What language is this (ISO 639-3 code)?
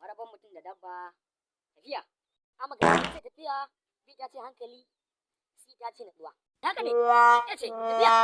hau